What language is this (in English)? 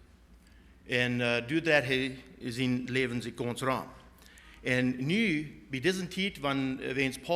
Plautdietsch